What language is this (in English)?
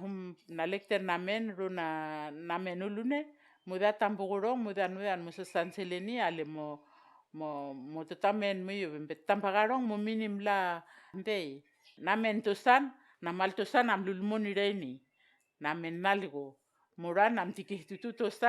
Vao